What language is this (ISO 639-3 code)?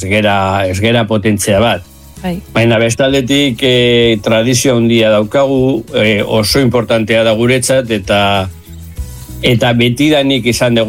eus